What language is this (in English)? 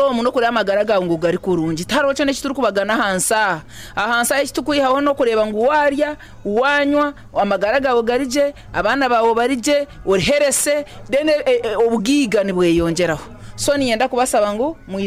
Nyankole